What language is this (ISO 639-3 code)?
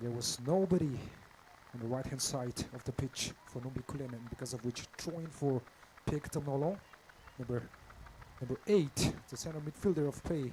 nmf